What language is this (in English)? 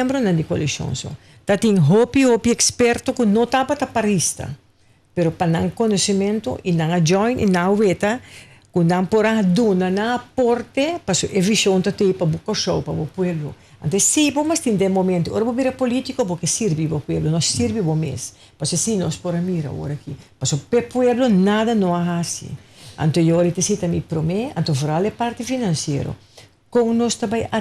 Papiamento